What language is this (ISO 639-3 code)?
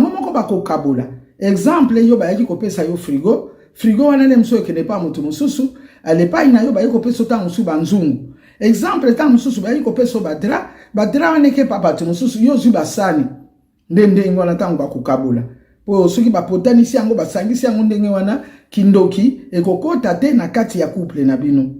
lin